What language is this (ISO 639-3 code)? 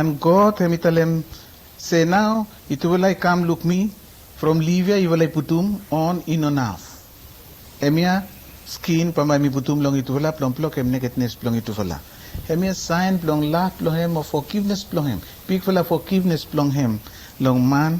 bis